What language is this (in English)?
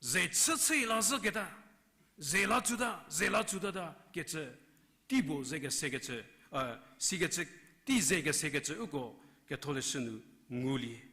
Angami Naga